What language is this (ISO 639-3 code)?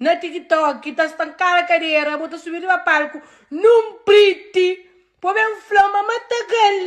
kea